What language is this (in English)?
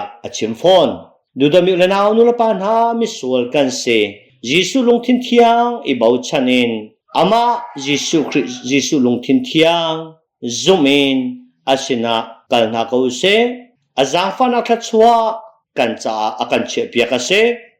Hakha Chin